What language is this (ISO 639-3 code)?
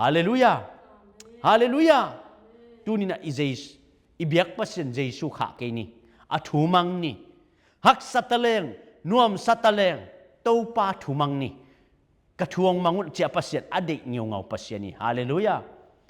ctd